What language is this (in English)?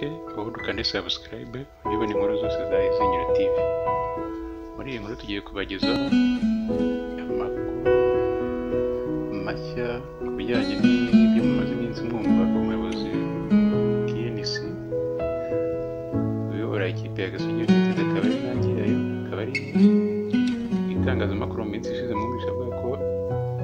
Kinyarwanda